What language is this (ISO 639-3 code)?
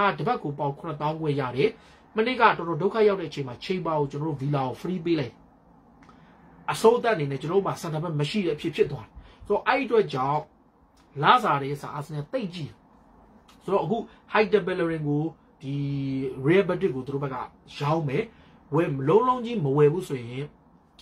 mya